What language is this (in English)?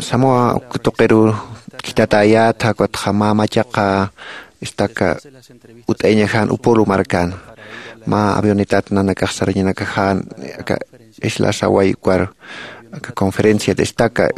Aymara